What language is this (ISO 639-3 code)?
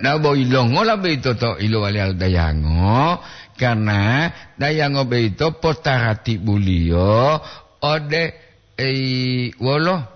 gor